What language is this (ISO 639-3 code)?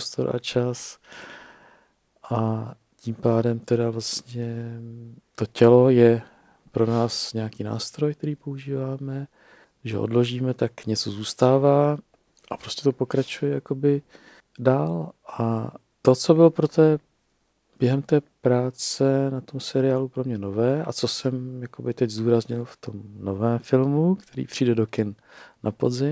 ces